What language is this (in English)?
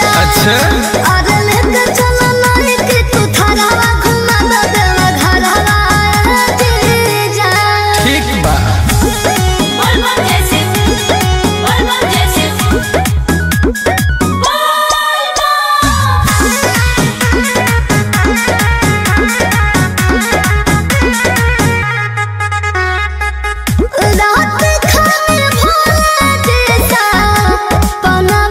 Bhojpuri